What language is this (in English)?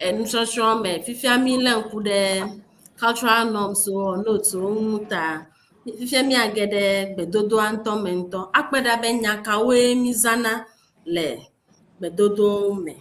Ewe